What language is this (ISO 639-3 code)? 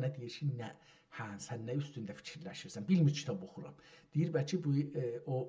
azb